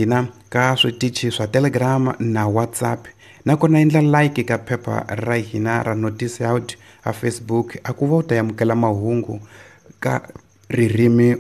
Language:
Tsonga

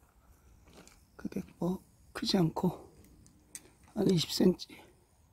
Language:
Korean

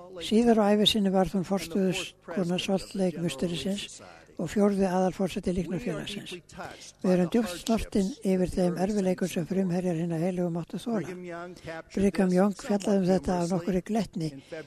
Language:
Icelandic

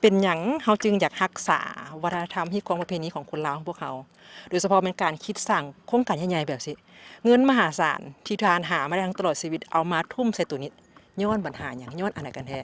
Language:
Lao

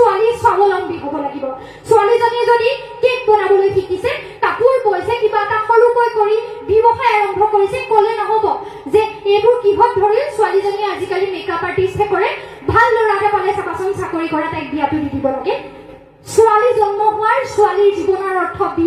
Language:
Assamese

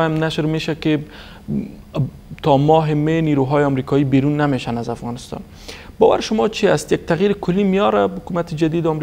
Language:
Persian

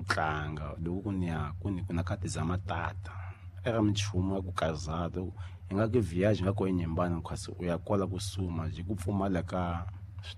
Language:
Tsonga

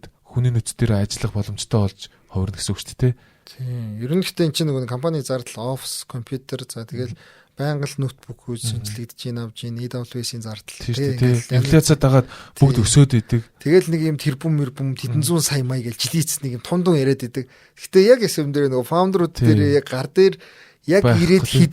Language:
Mongolian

